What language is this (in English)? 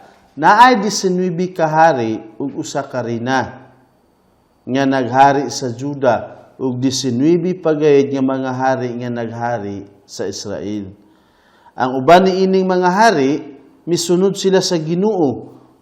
Cebuano